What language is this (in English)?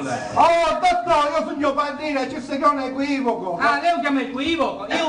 Sicilian